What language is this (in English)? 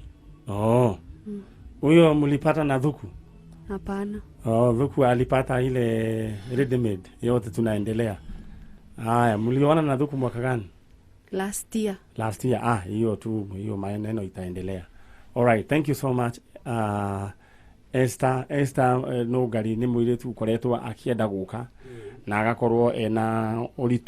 Kikuyu